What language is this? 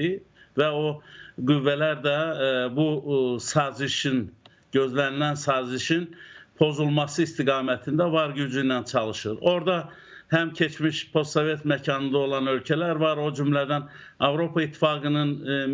Azerbaijani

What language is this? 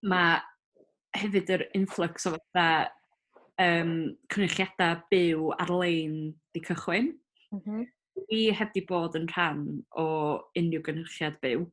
Welsh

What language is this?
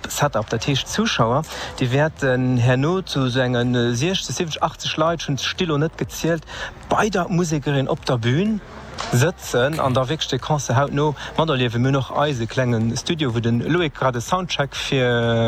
Luxembourgish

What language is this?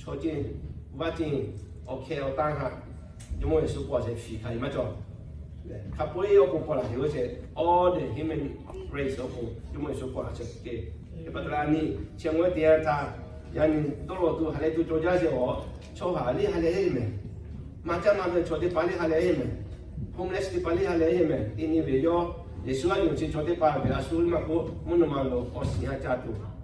Lahu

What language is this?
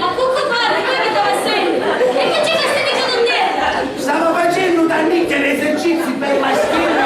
Sicilian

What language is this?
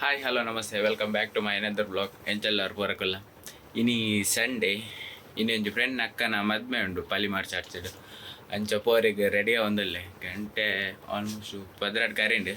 Tulu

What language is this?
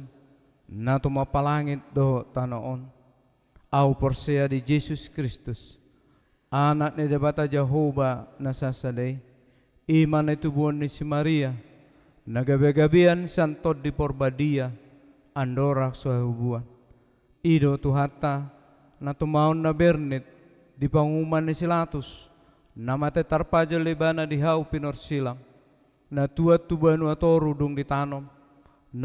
Batak Toba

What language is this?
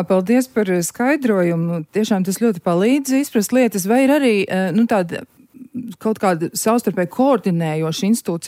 Latvian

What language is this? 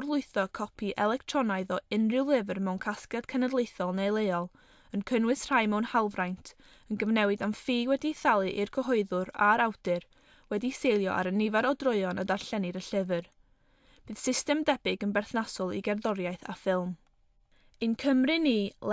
Welsh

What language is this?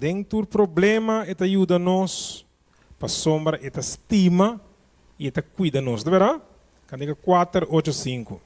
Papiamento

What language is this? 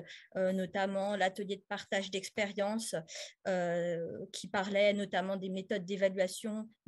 French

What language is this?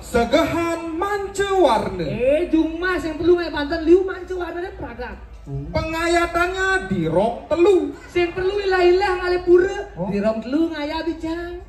Balinese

